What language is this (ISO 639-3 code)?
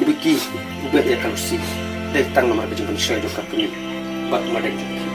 kha